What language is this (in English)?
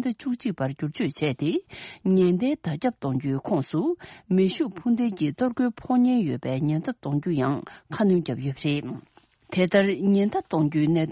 Tibetan